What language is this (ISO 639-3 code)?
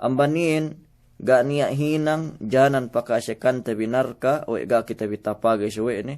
yka